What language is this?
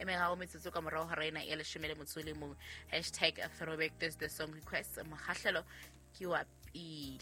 Southern Sotho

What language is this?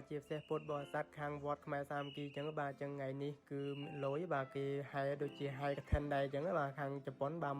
Khmer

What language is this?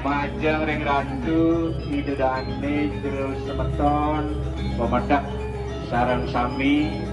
Balinese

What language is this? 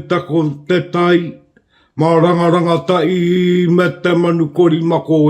Māori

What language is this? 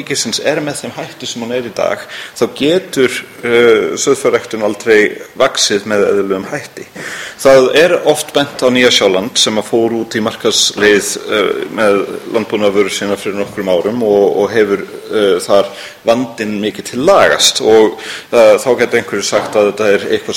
Icelandic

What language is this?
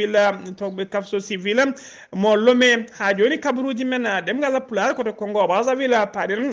Fula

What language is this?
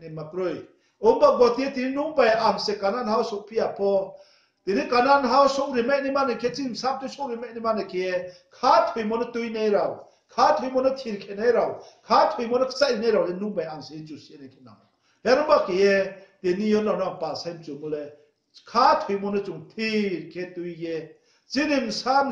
Riang (India)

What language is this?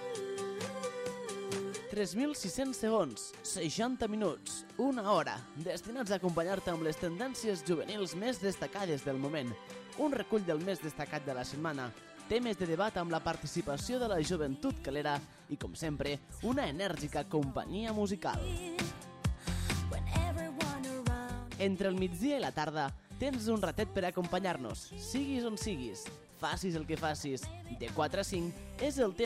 Catalan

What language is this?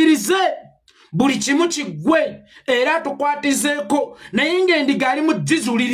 Ganda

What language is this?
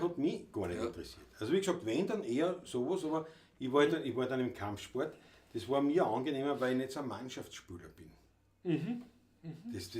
Bavarian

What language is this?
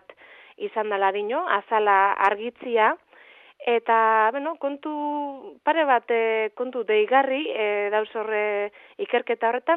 Basque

